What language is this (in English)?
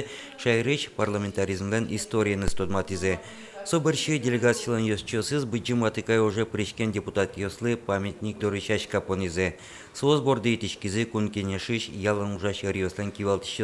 Udmurt